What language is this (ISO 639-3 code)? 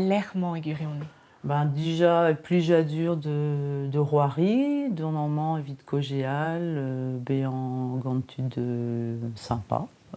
bre